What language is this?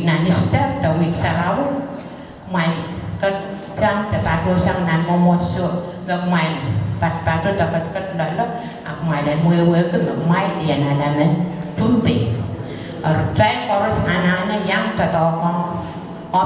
Pohnpeian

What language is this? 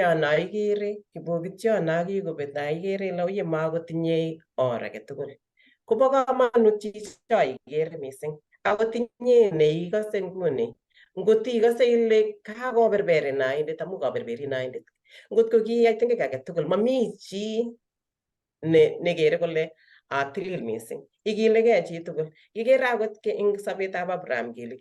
Kalenjin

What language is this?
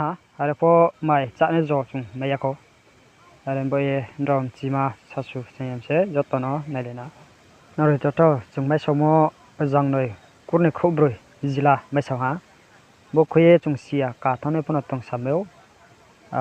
Riang (India)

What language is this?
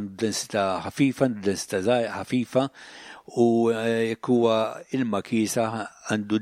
Maltese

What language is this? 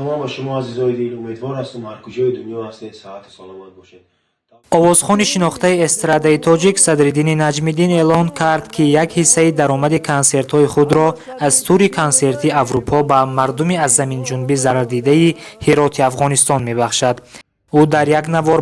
Tajik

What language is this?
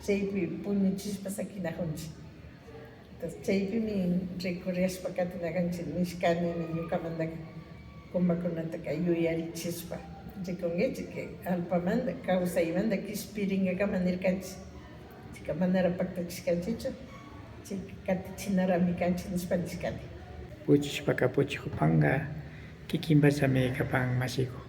Imbabura Highland Quichua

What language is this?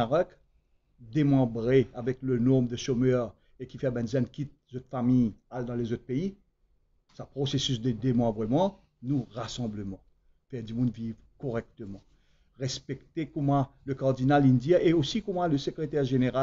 Morisyen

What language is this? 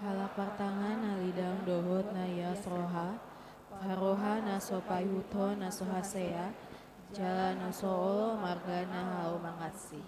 Batak Toba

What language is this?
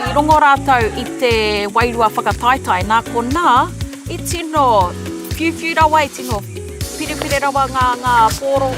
Māori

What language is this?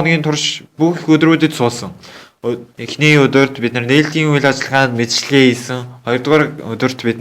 Mongolian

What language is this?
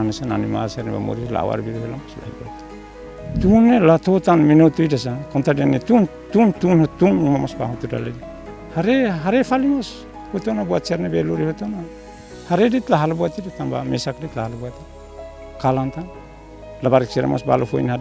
Tetum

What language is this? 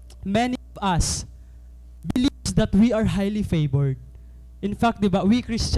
Waray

